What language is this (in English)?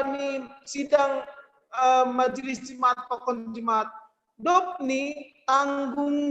Batak Simalungun